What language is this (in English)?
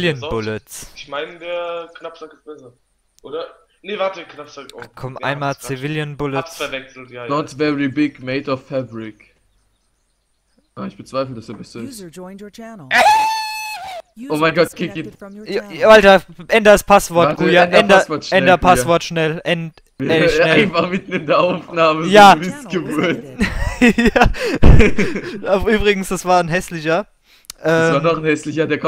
German